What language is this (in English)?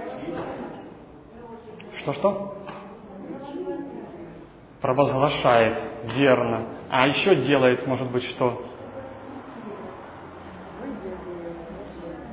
Russian